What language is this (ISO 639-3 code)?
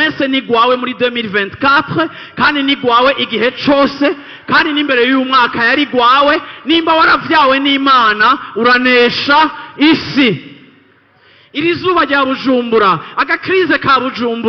run